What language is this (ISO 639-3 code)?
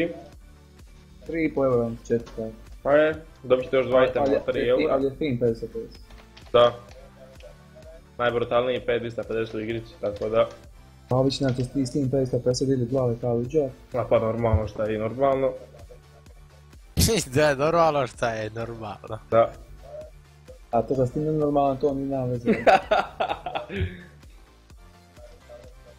hrv